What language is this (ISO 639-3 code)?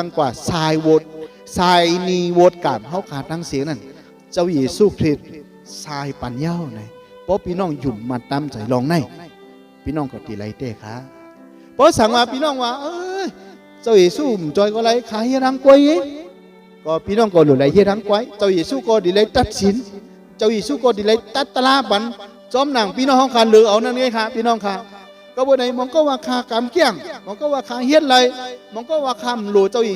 shn